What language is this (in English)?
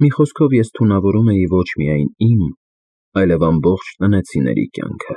Armenian